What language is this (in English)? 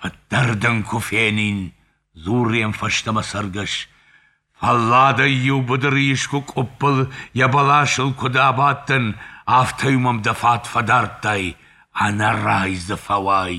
Ossetic